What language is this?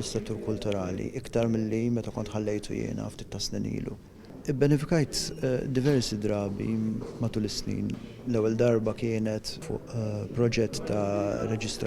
Maltese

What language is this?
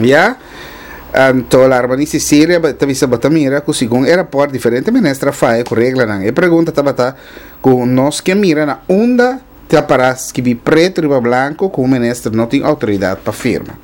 Papiamento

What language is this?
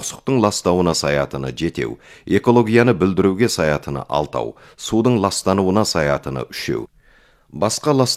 Kazakh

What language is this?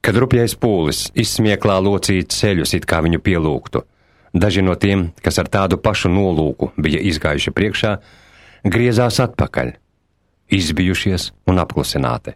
Latvian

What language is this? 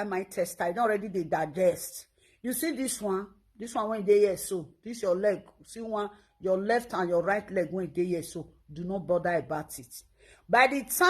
Nigerian Pidgin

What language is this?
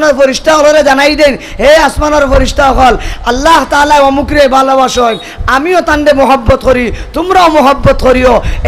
Sylheti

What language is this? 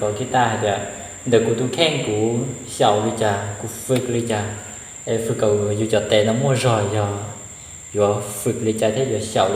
Hmong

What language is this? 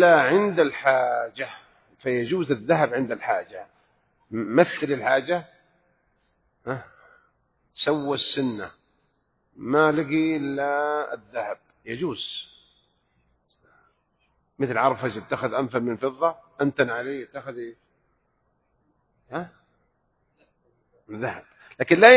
Arabic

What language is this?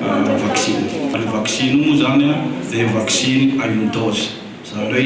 Malagasy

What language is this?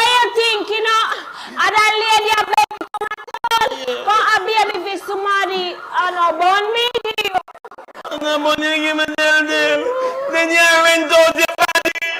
Jamaican Creole English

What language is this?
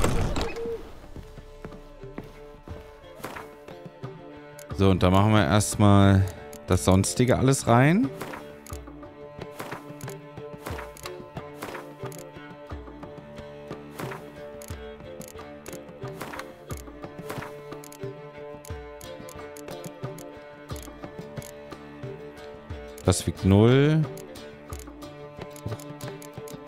German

